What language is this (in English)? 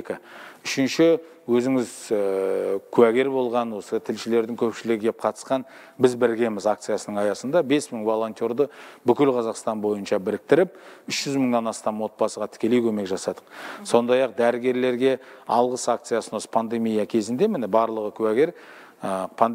Kazakh